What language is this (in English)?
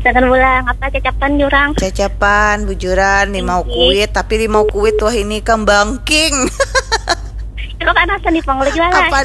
Banjar